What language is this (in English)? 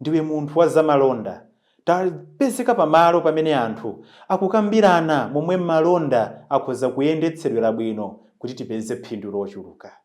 Nyanja